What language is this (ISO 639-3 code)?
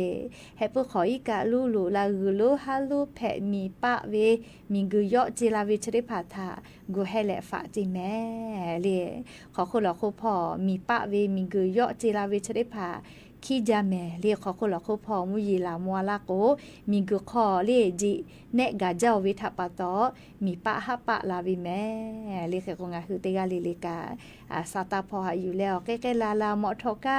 lhu